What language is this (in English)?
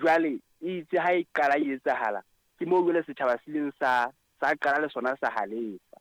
Southern Sotho